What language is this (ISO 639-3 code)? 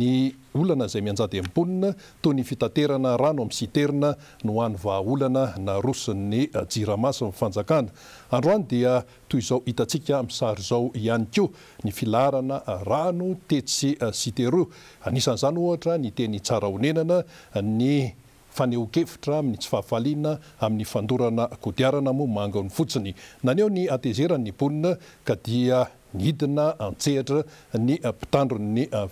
mlg